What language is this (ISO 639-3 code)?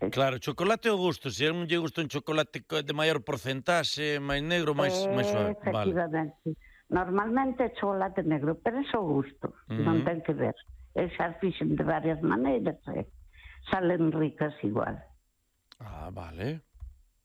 glg